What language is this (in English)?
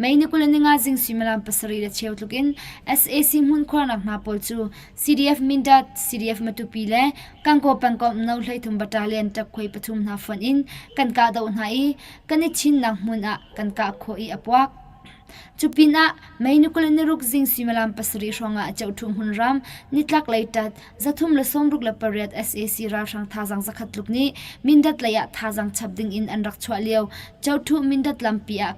Hakha Chin